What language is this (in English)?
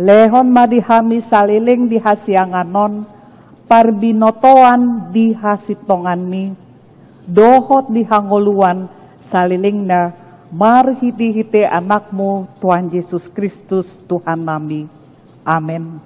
Batak Toba